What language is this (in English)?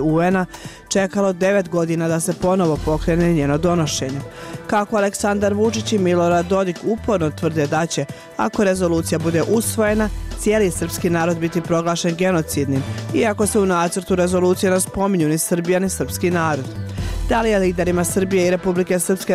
Bosnian